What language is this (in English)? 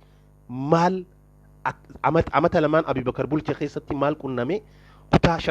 Oromo